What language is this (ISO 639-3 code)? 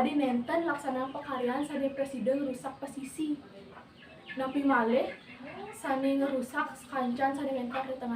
ban